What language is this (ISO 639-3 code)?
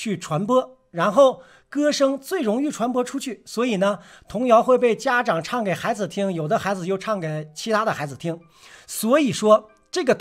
zho